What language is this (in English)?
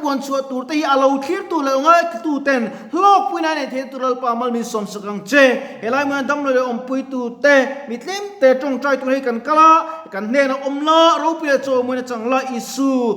Mizo